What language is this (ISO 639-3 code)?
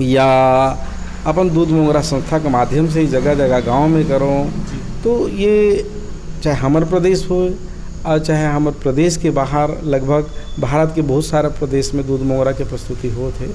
hne